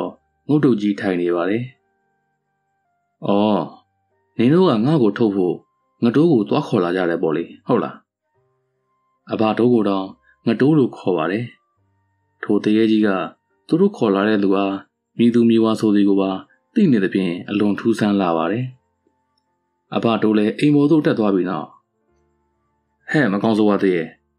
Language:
Burmese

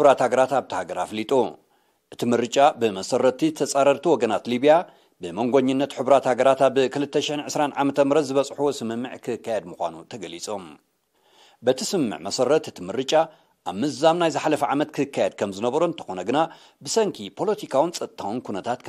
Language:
Tigrinya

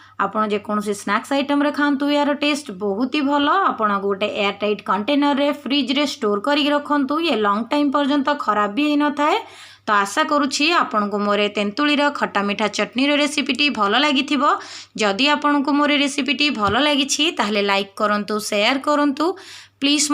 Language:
Odia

